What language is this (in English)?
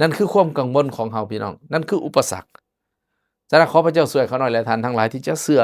Lao